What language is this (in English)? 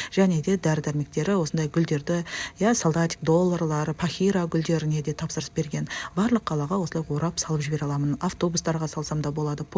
Kazakh